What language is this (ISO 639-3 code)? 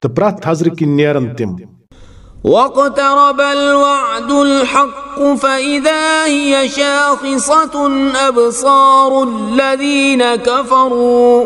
kas